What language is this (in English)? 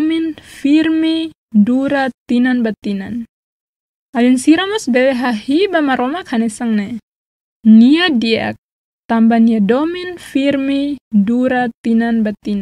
Tetum